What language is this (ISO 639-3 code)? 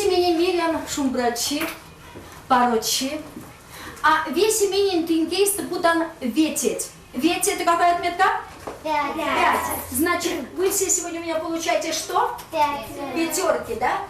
myv